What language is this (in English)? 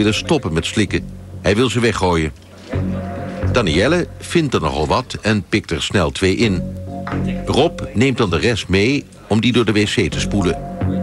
Dutch